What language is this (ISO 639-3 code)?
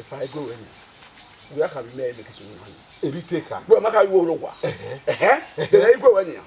bin